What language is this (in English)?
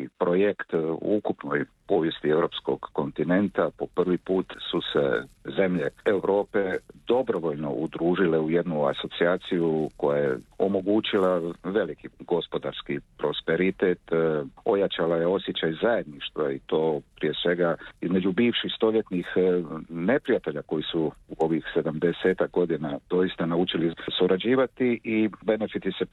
Croatian